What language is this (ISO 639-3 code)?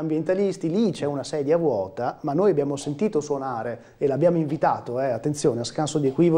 ita